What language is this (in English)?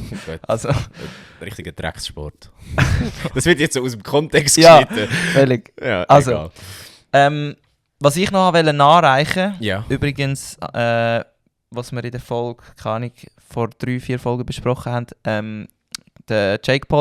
Swiss German